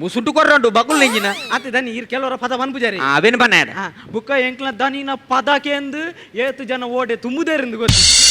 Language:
Tulu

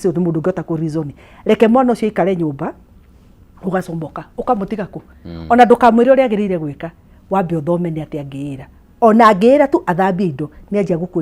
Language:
Kikuyu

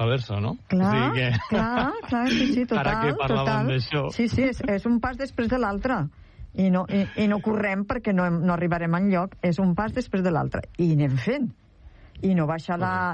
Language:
Catalan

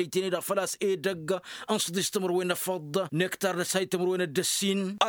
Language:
Tamasheq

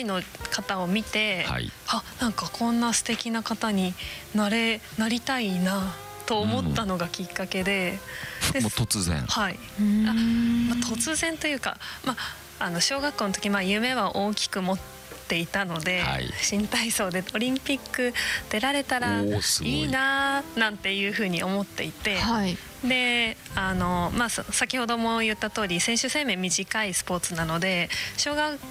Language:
Japanese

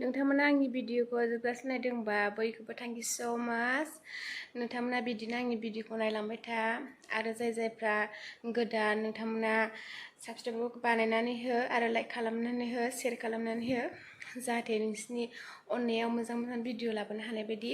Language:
Bodo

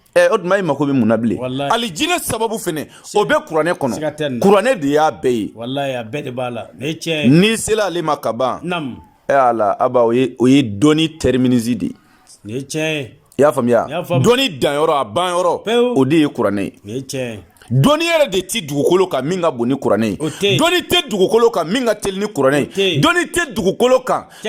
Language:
Bambara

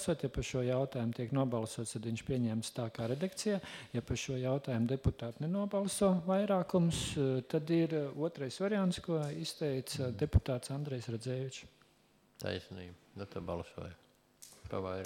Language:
Latvian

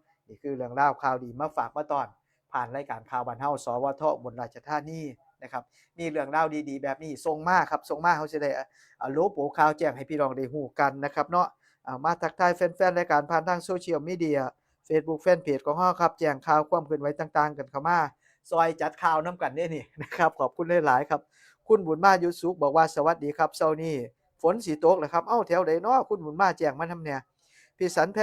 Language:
Northeastern Thai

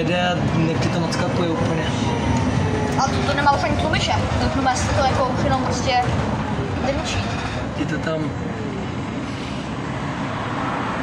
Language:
Czech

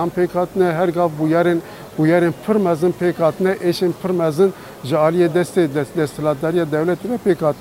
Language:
Kurdish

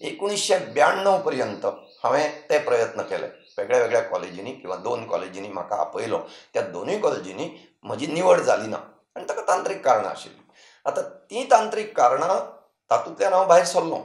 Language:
Konkani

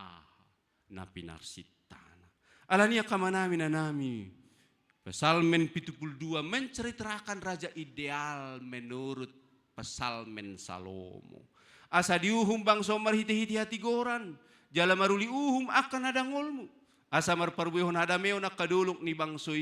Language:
Batak Toba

